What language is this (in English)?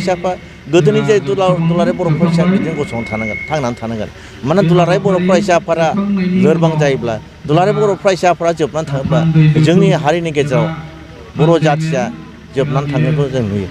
Bodo